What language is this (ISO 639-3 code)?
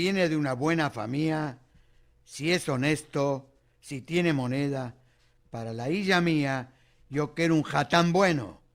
lad